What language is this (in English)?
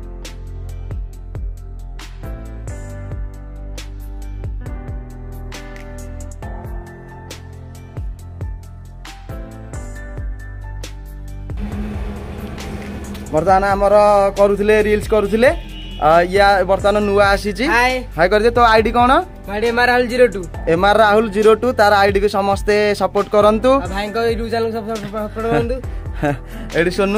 Odia